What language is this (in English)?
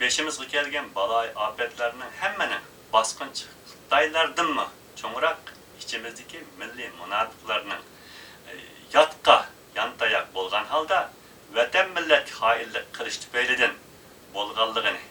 Uyghur